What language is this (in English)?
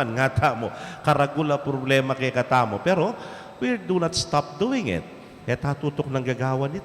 Pampanga